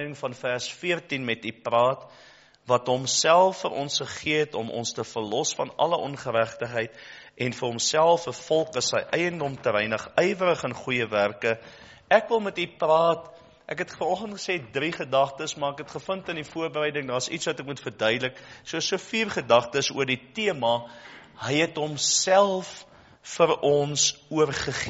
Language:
Afrikaans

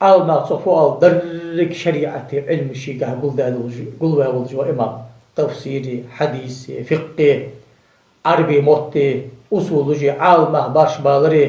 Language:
Ingush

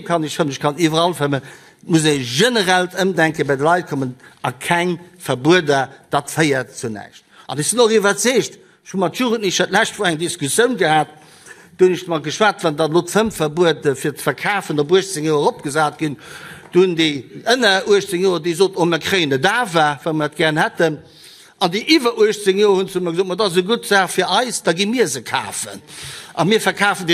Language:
Luxembourgish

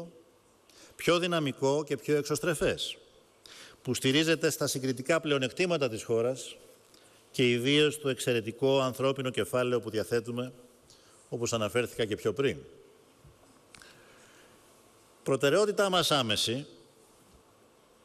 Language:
Greek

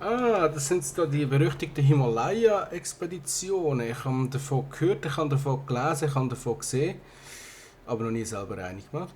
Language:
Swiss German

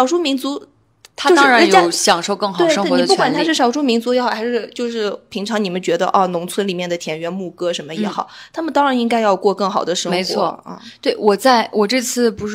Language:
Chinese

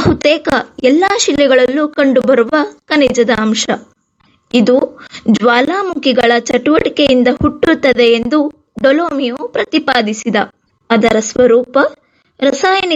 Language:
Kannada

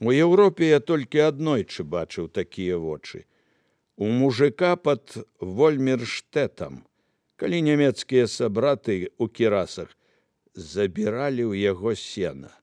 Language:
Belarusian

